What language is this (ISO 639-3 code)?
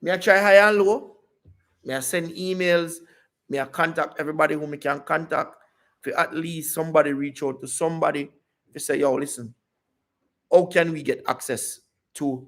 jam